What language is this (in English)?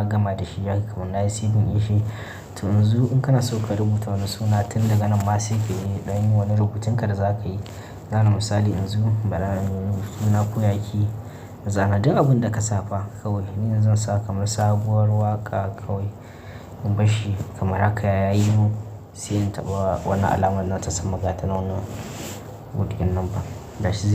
Hausa